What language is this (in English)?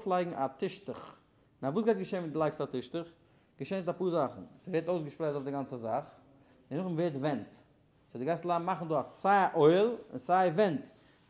Yiddish